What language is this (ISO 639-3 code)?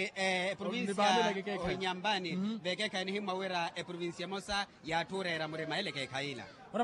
vmw